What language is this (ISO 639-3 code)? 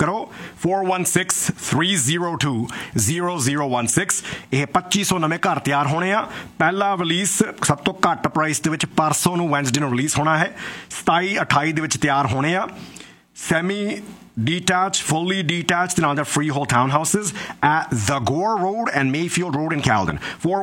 pan